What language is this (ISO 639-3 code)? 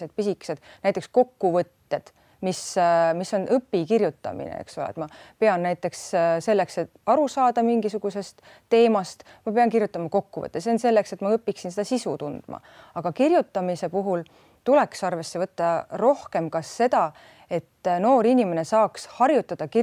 est